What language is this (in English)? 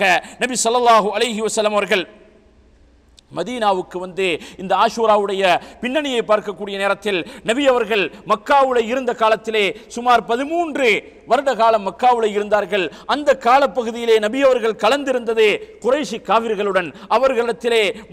Tamil